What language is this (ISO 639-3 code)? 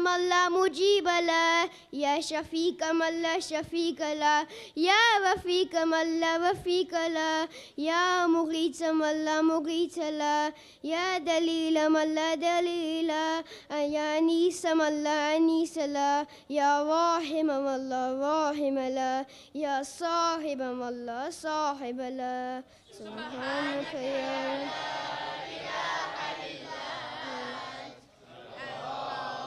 ara